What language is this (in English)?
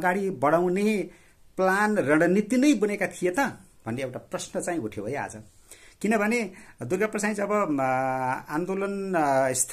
Nepali